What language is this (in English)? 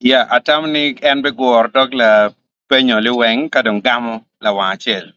Acoli